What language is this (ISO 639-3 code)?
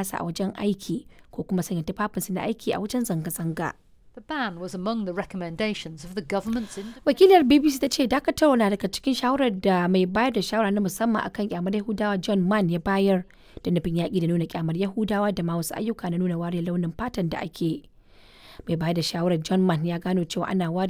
hau